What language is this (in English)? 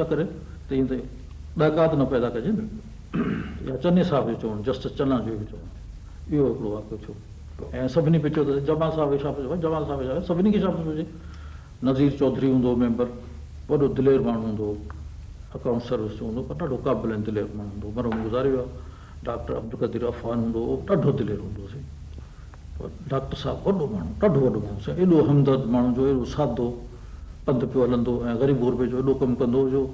Sindhi